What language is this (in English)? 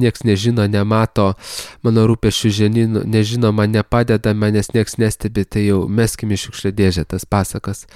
Lithuanian